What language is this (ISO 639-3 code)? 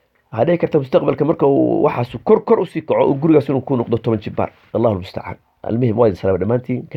som